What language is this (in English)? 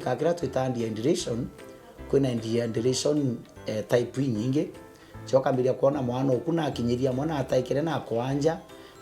Meru